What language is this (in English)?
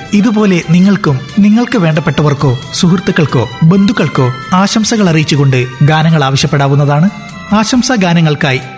Malayalam